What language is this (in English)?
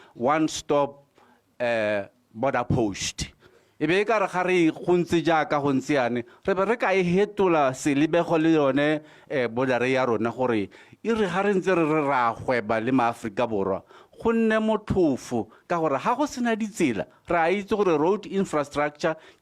Tswana